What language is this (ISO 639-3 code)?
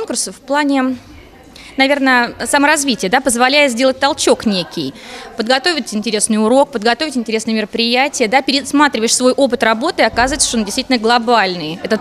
rus